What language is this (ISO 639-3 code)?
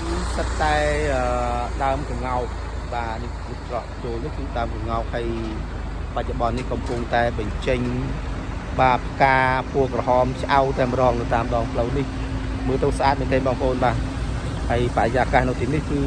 khm